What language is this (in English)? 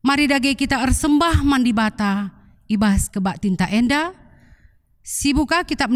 Batak Karo